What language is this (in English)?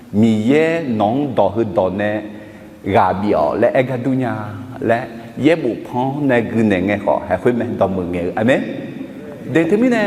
Akha